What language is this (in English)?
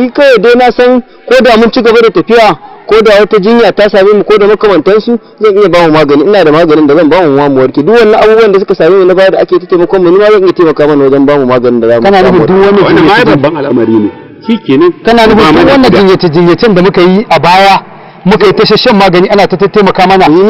Hausa